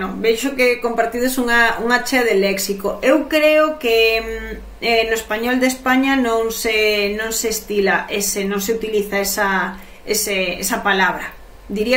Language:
Galician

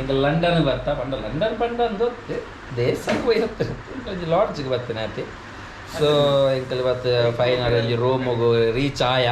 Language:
Tulu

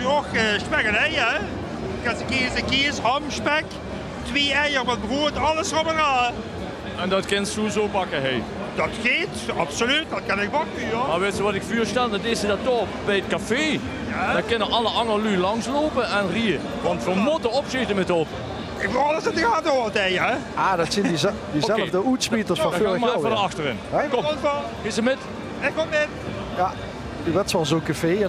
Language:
Limburgish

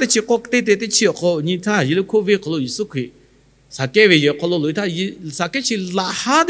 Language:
Lahu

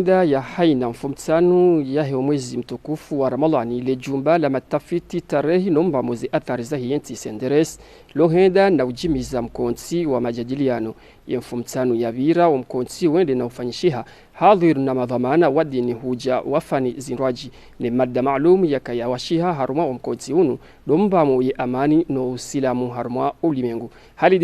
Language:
Ngazidja Comorian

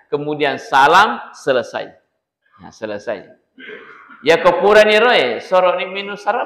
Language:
Buginese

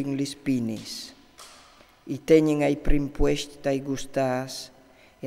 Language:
Friulian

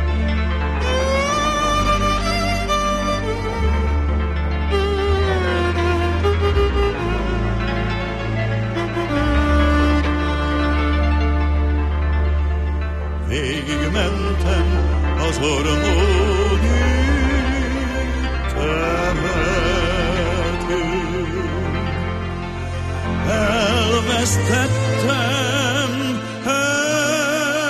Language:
Hungarian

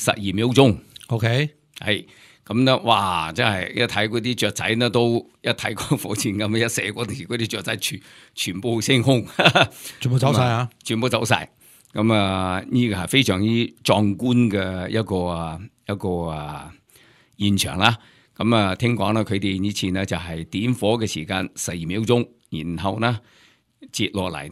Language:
Cantonese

